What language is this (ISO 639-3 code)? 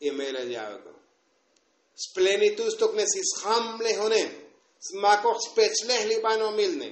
tzo